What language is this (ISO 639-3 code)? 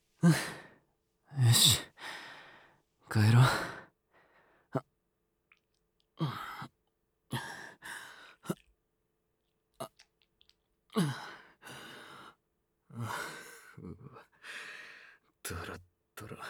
jpn